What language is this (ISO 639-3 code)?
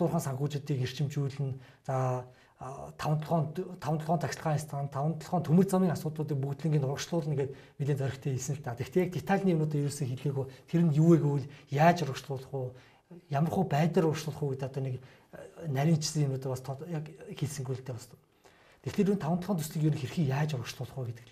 mon